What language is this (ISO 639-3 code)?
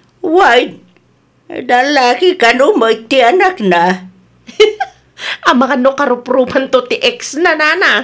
ilo